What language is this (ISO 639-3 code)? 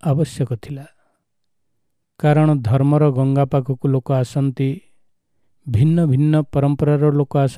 ori